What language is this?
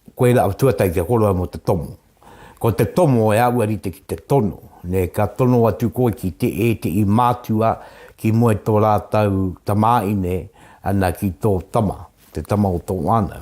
Māori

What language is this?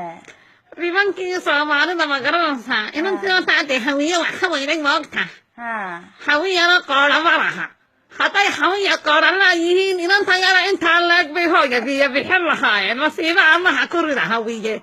Somali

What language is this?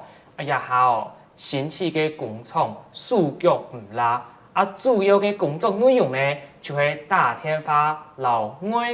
Hakka Chinese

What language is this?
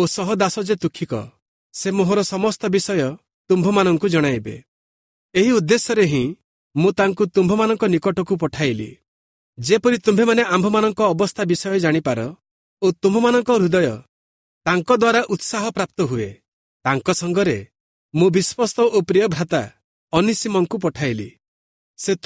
Odia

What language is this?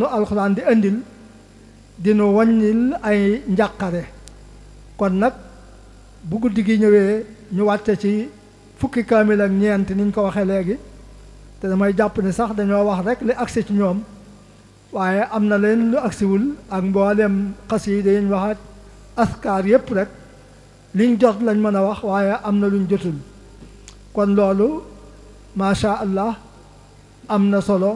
Wolof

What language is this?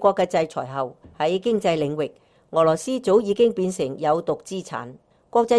Cantonese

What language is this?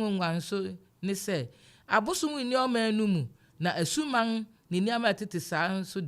Akan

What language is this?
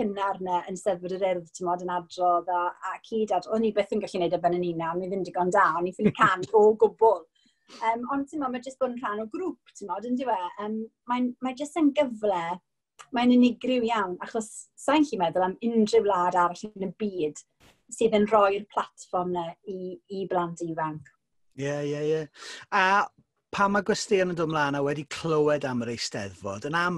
Welsh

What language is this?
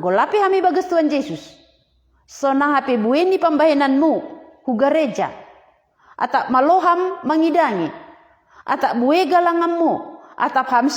Batak Simalungun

